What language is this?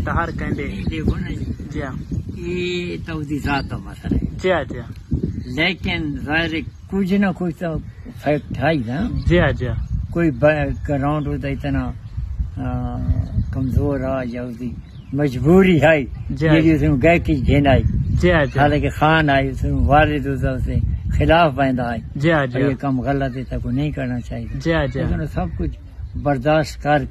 Saraiki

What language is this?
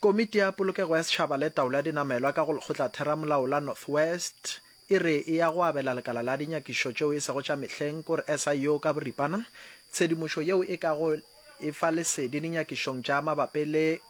Northern Sotho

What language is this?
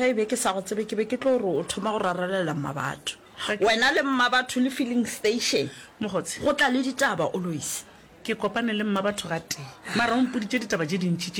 Northern Sotho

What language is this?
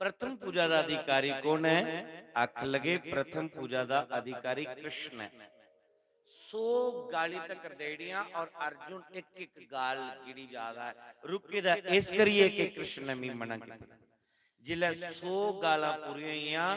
Dogri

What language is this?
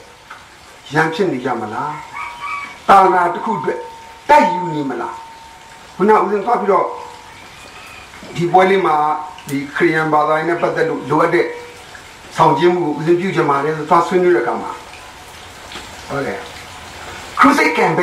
Burmese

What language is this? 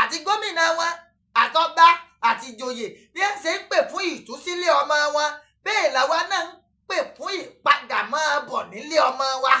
Yoruba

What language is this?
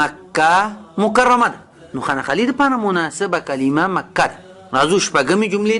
Pashto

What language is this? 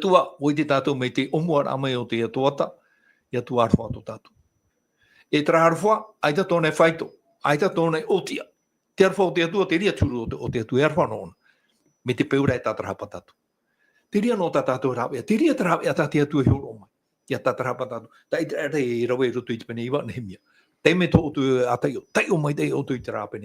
Tahitian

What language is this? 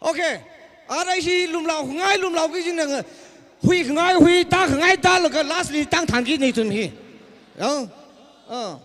Tangkhul Naga (India)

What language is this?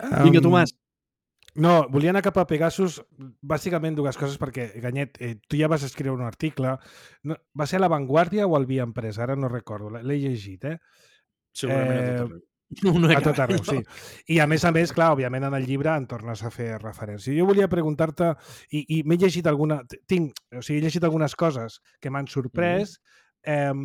Catalan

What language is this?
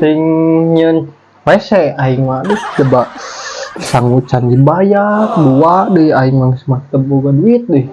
Sundanese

